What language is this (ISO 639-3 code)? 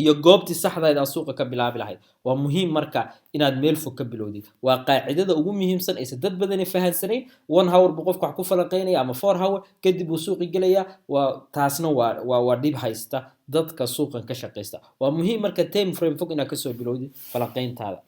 som